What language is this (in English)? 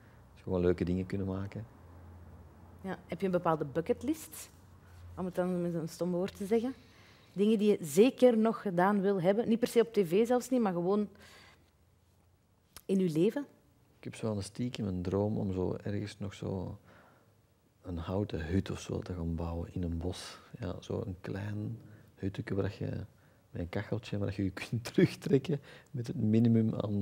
Dutch